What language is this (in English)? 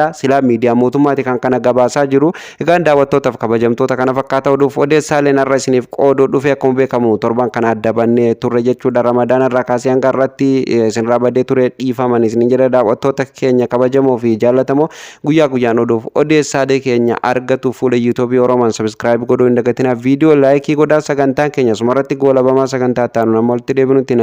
Oromo